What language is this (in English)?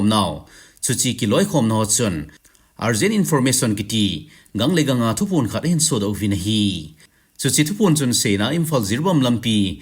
Thado Chin